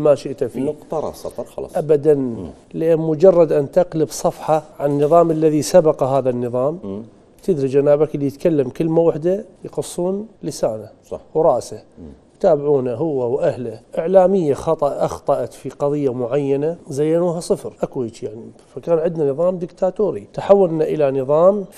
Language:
Mesopotamian Arabic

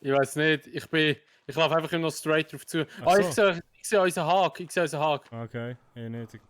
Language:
Swiss German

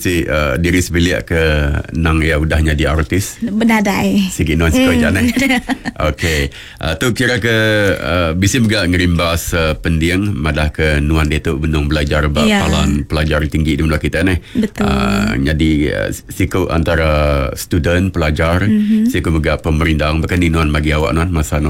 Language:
Iban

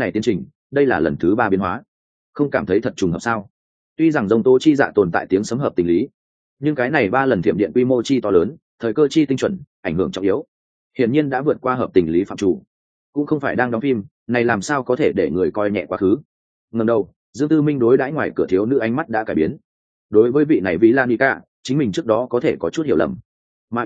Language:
Vietnamese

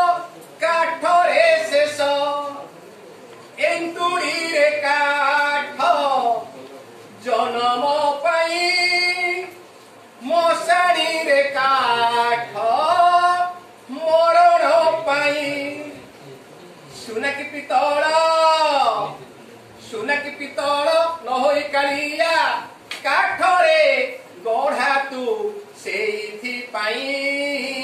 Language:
Odia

